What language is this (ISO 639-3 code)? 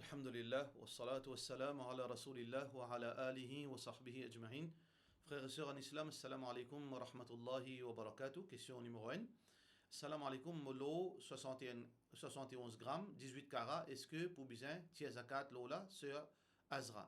mfe